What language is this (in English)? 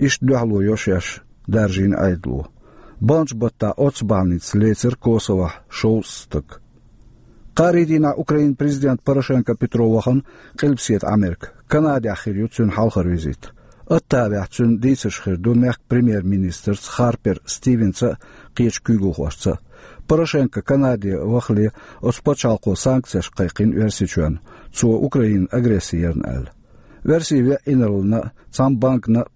Chechen